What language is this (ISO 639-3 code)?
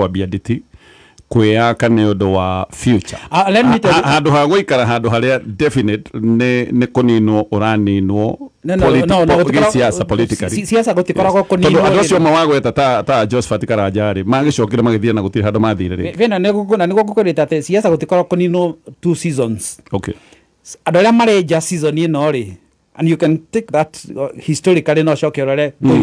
kik